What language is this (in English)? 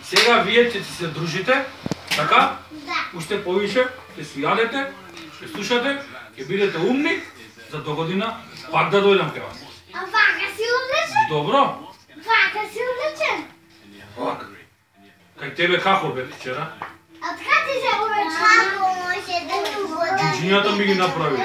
Macedonian